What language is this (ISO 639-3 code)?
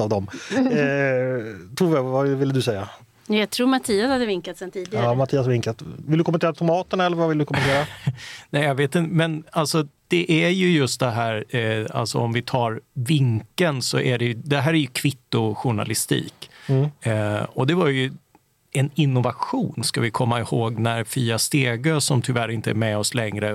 swe